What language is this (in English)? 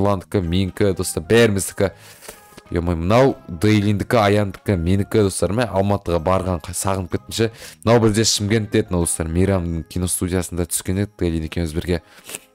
Kazakh